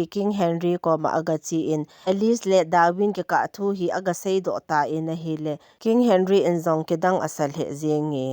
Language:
Thado Chin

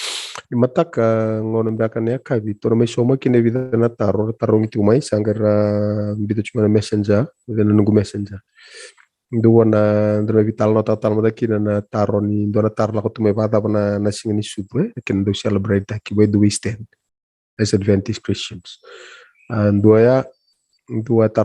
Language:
Fijian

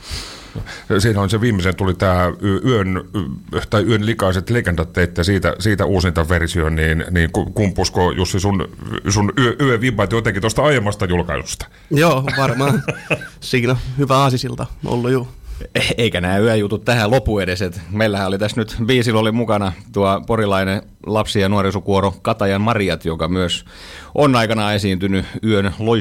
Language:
Finnish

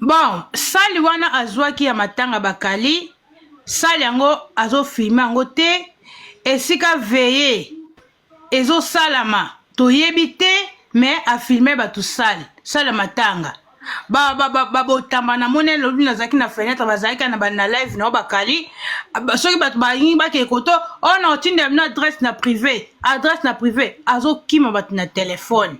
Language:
Lingala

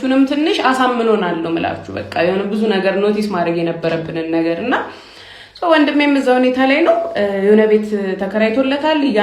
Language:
Amharic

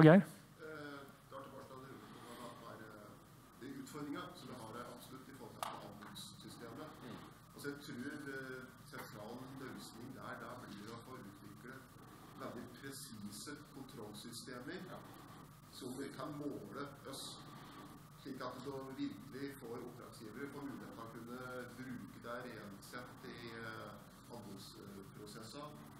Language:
Norwegian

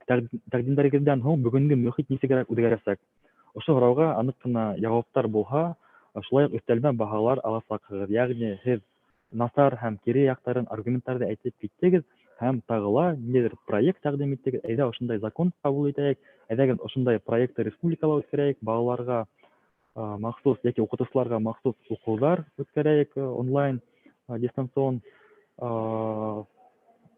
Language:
Bashkir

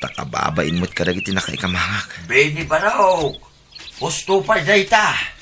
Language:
Iloko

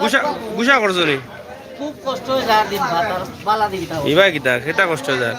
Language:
Sylheti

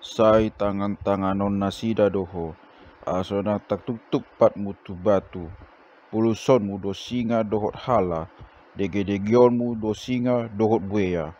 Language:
Batak Toba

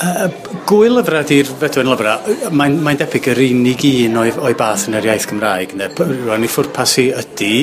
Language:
Welsh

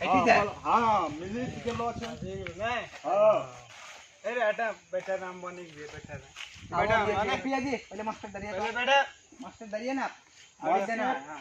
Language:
Maithili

